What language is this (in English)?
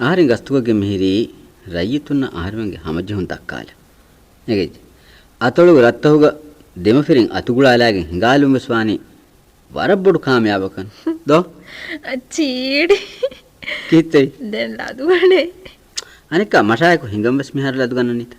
Divehi